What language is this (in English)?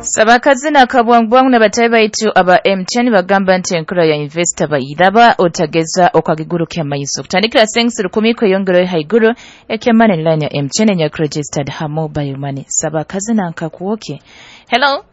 Nyoro